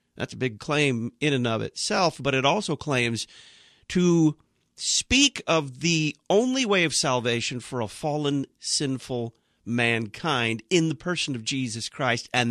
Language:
English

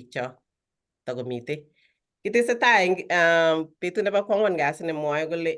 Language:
Kalenjin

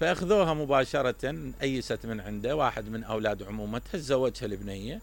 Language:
Mesopotamian Arabic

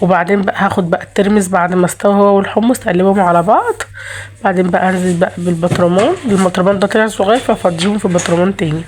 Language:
Egyptian Arabic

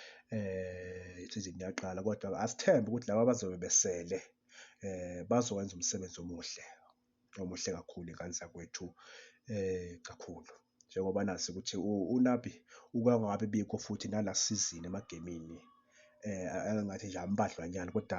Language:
Zulu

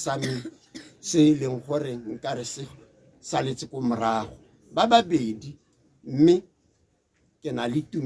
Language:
Tswana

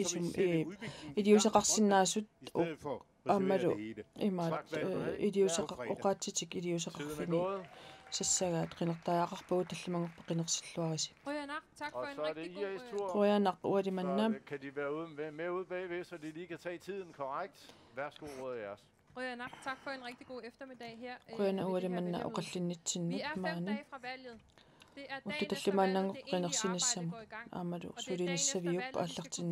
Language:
Kalaallisut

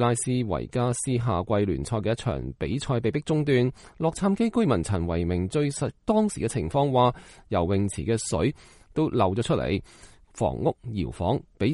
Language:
Cantonese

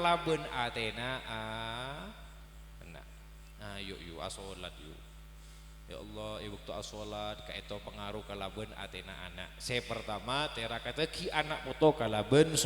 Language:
Madurese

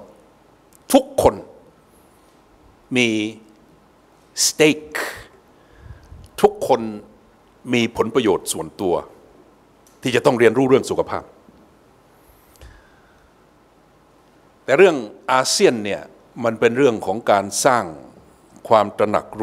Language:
Thai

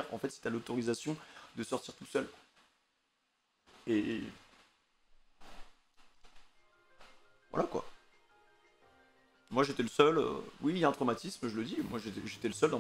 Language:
French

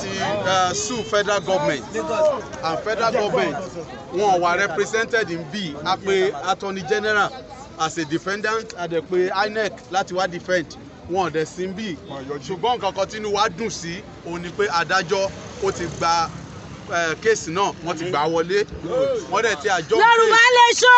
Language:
Yoruba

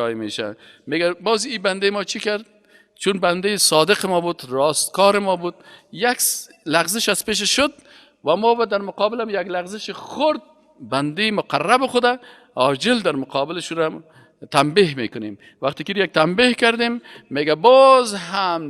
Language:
Persian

